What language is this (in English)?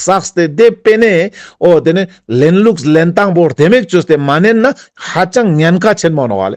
Ladakhi